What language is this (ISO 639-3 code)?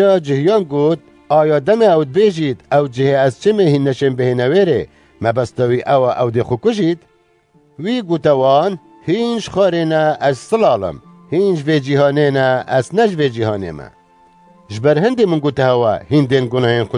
kur